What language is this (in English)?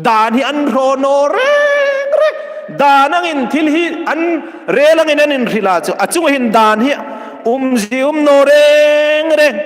Hmar